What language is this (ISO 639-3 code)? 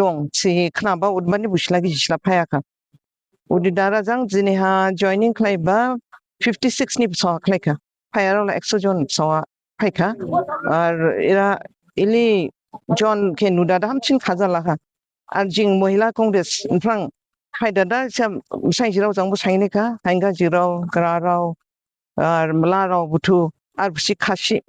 dis